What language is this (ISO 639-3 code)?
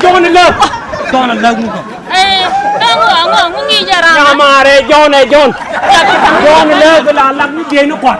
nus